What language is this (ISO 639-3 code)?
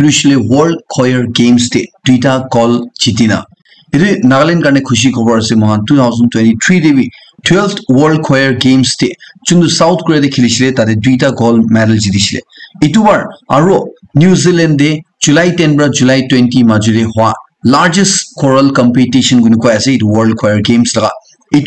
nag